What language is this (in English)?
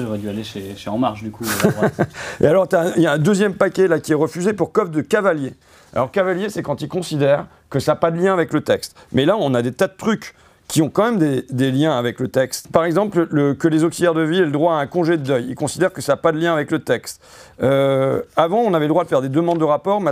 French